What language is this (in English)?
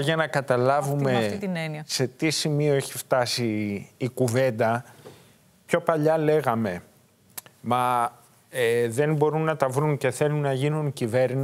Greek